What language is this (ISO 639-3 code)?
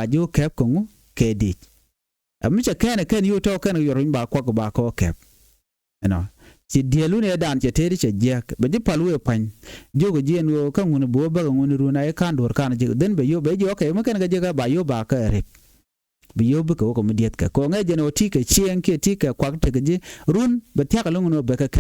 nus